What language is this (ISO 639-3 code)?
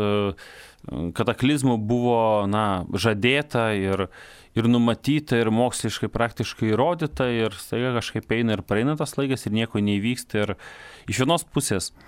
lit